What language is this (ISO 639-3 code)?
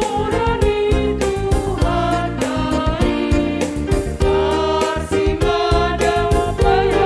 bts